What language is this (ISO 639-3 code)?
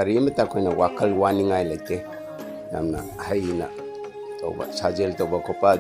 mni